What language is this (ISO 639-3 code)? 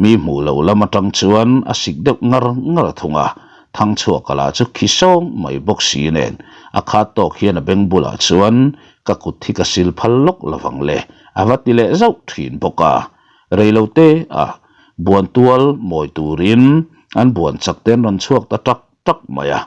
lus